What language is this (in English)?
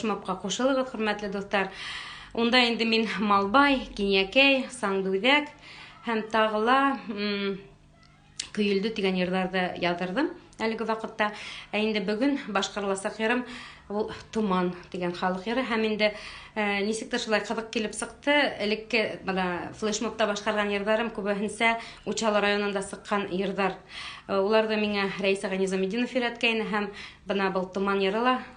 Bashkir